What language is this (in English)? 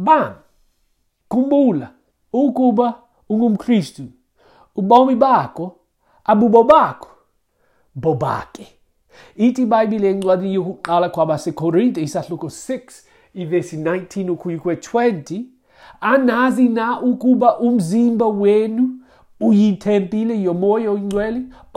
Xhosa